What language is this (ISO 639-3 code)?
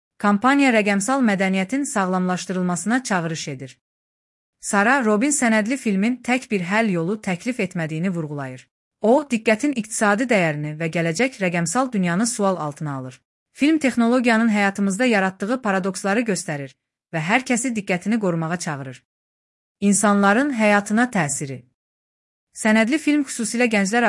aze